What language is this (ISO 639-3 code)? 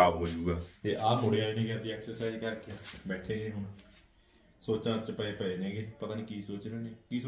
pan